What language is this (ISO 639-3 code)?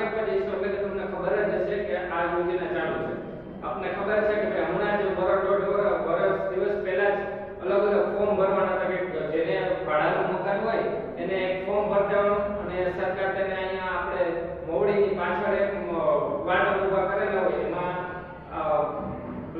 guj